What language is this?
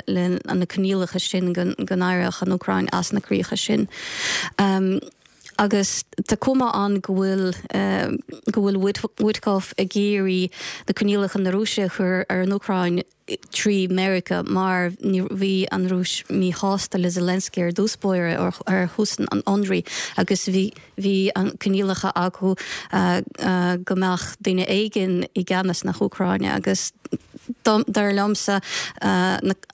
Irish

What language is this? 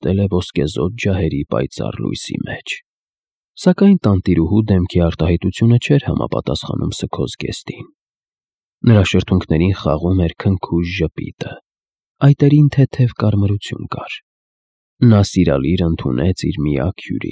Armenian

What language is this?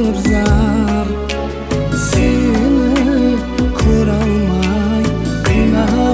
Kara-Kalpak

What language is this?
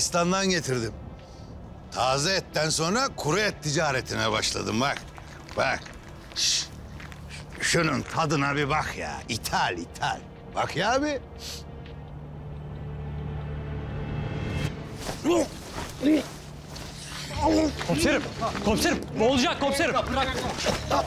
Turkish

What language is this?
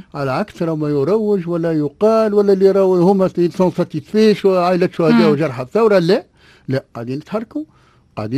Tunisian Arabic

